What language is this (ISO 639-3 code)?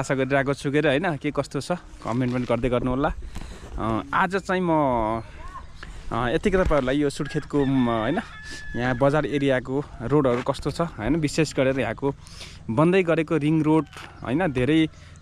nep